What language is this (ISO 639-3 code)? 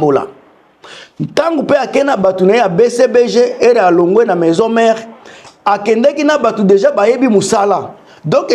lin